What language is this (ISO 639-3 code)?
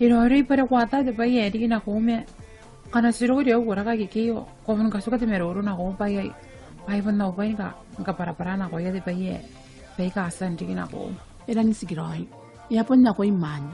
gil